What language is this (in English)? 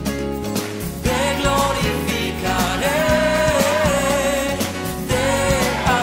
Spanish